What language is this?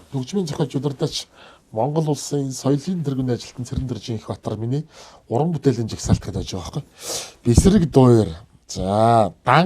Mongolian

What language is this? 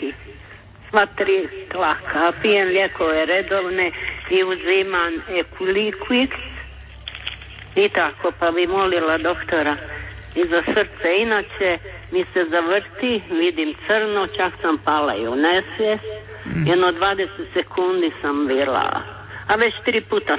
Croatian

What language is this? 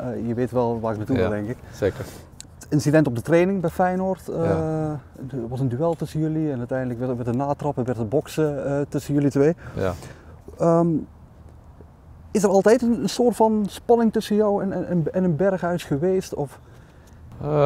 Dutch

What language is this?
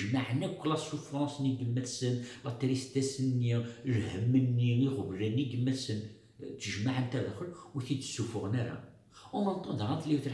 Kabyle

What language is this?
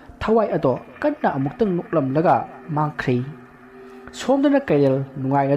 Manipuri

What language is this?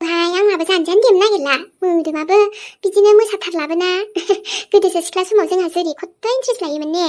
Bodo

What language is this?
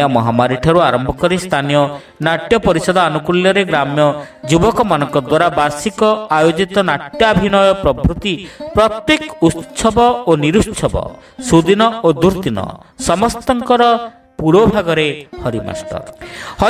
Odia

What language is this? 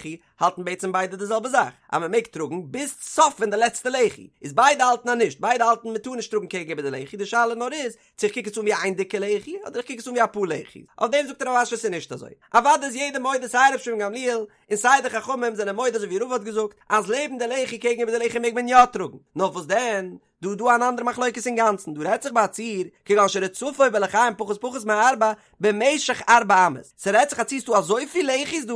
Yiddish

